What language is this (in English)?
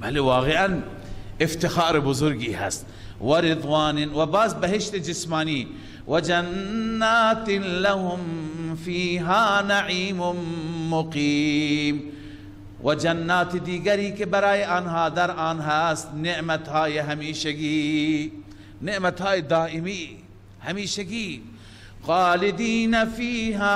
Persian